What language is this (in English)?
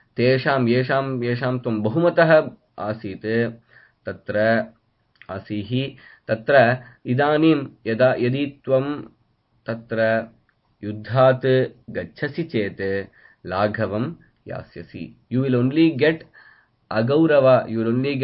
Sanskrit